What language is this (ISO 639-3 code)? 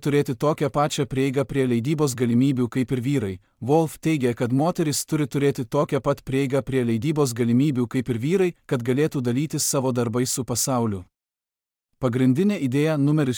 lit